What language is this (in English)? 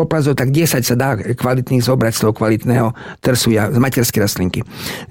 Slovak